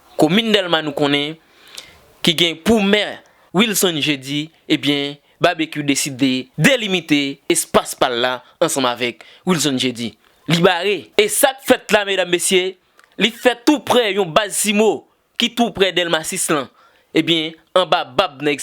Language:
Haitian Creole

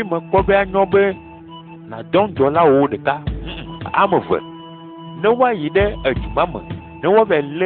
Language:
Ewe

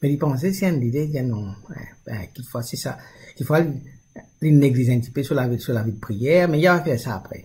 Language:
Morisyen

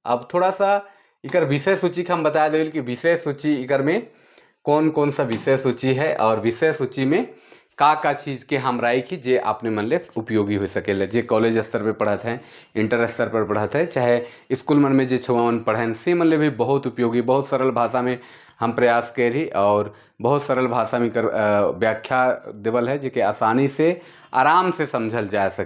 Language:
Sadri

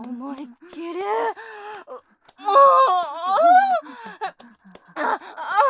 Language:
Japanese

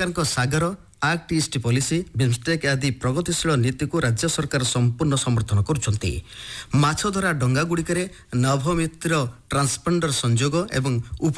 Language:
Odia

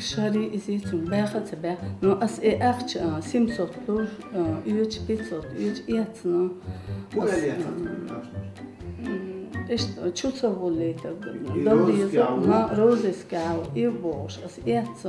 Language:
Chechen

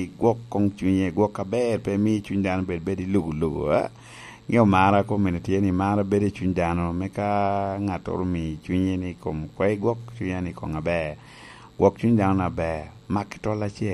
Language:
Lango (Uganda)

